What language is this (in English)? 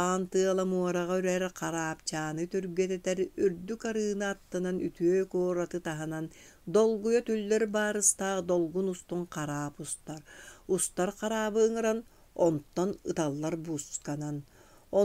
Yakut